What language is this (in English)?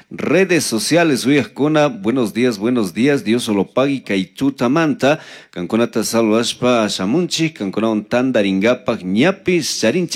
Chimborazo Highland Quichua